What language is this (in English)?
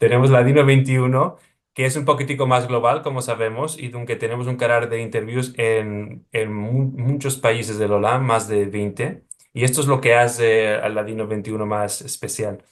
Ladino